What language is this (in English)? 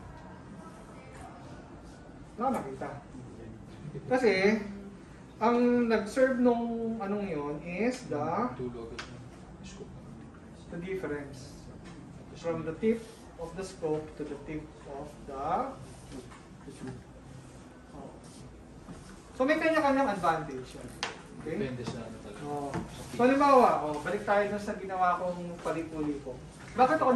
Filipino